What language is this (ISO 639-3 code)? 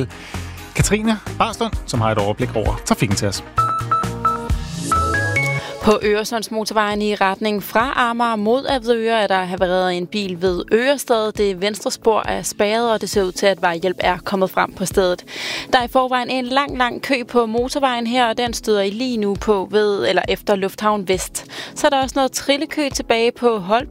dan